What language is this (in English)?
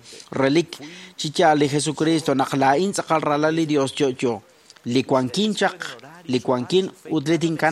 Kekchí